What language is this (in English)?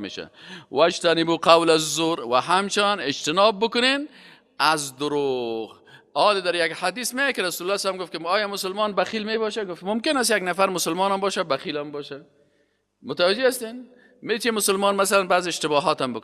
Persian